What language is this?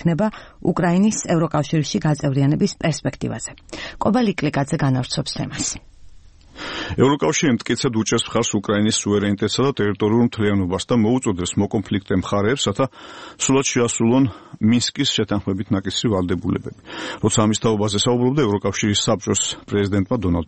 Georgian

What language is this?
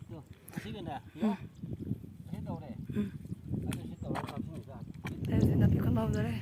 Manipuri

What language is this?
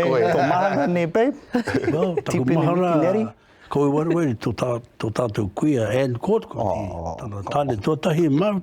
Māori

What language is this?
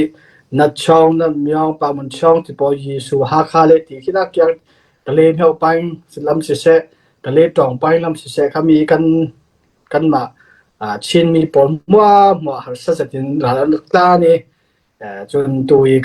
Falam Chin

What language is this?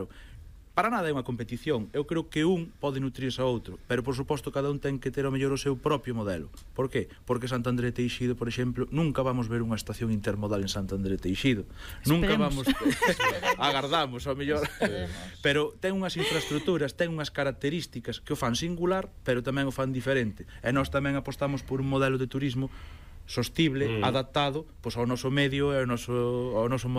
Galician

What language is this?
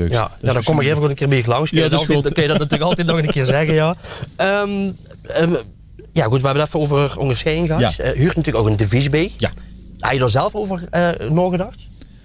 Limburgish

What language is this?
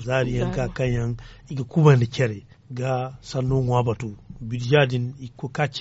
Zarma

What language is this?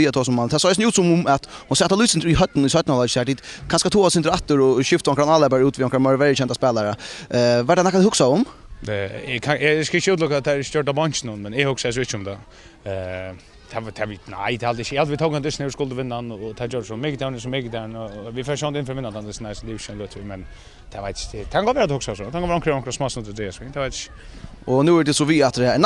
Faroese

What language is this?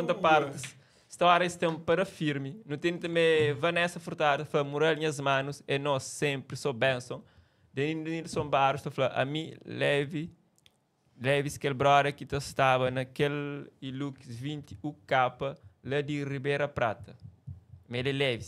Kabuverdianu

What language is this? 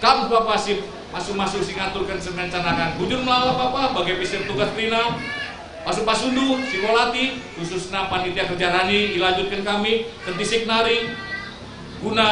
Batak Karo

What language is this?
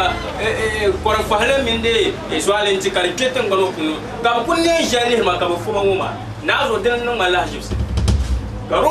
Dagbani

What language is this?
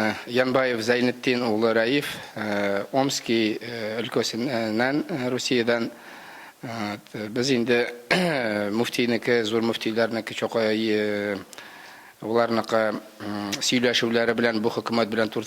Tatar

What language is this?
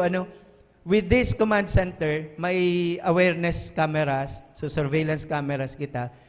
Bikol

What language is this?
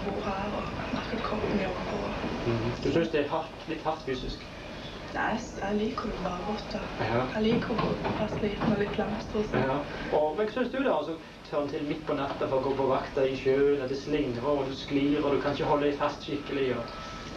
Norwegian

